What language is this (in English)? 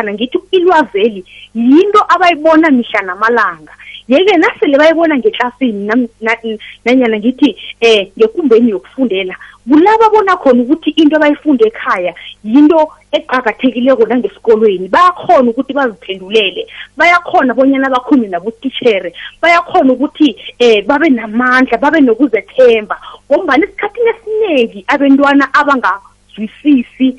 South Ndebele